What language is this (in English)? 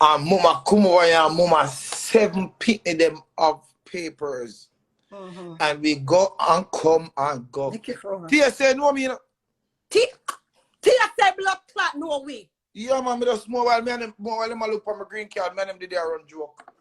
Jamaican Creole English